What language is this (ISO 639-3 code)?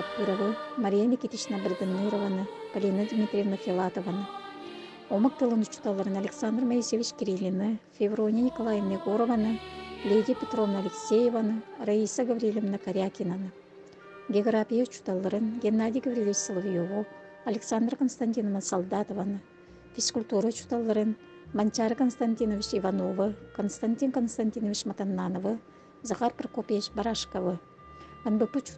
sah